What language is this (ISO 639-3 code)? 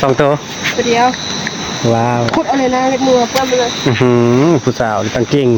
tts